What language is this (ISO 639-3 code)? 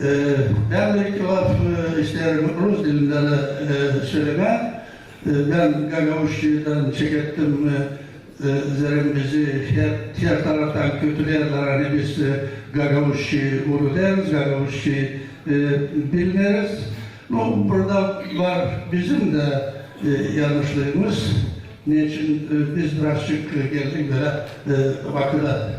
gag